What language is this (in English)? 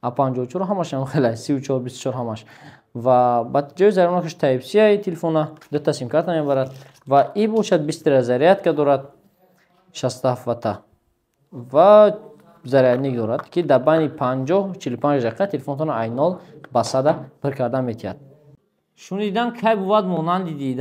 Tajik